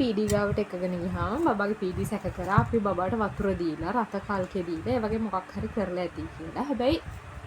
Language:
Sinhala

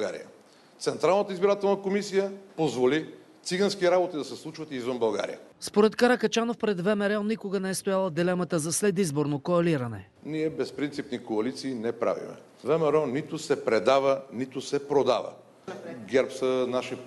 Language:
Bulgarian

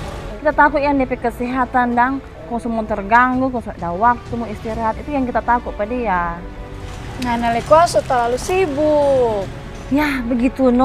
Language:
Manado Malay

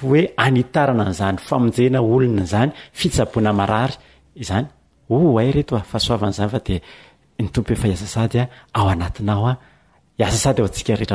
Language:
Malagasy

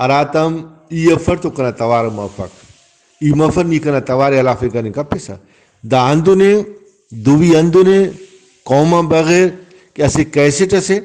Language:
Brahui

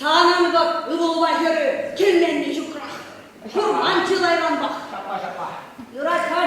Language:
Chuvash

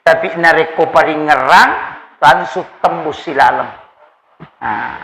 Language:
Buginese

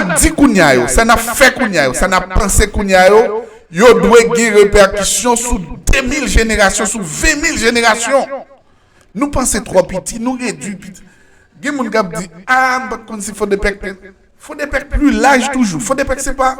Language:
Haitian Creole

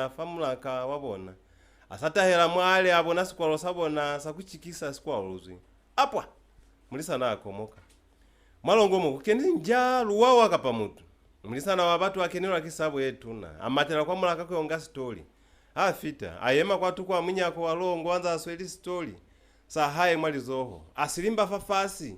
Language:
Lozi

